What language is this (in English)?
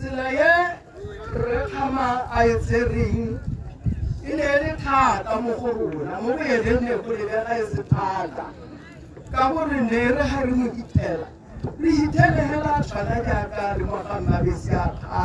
Tswana